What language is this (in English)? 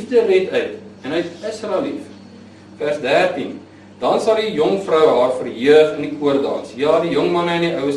Afrikaans